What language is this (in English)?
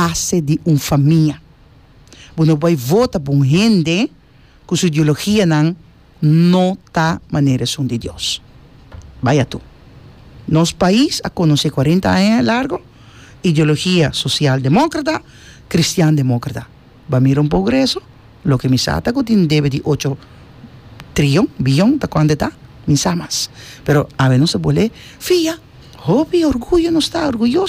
Papiamento